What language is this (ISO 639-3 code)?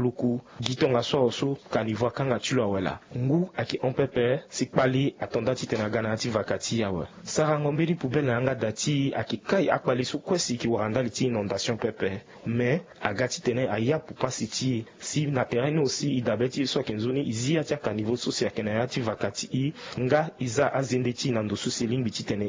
sag